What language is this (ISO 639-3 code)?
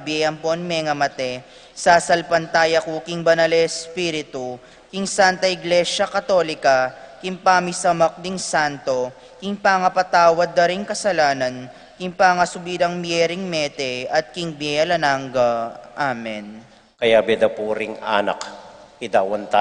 pam